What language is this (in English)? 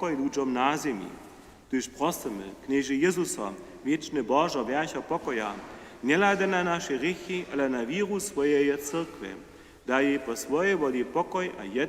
Upper Sorbian